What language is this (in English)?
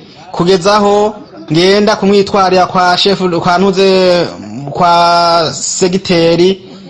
Rundi